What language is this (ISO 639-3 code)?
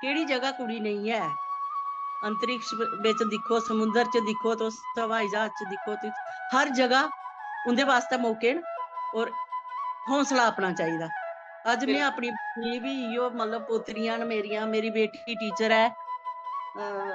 doi